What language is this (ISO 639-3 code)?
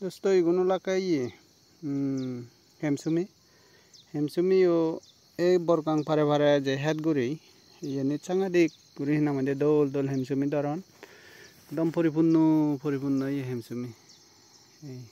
ccp